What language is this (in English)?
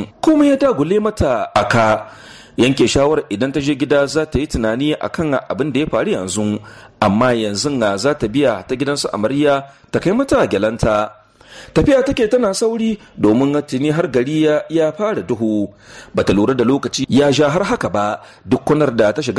Hausa